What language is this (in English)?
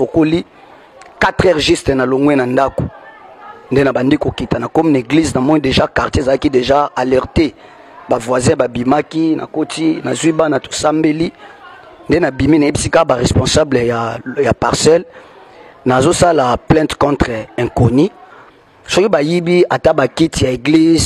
Lingala